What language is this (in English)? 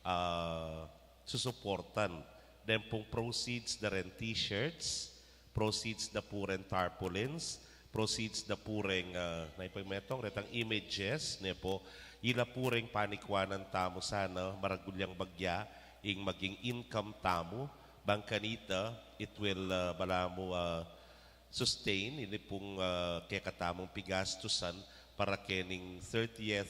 Pampanga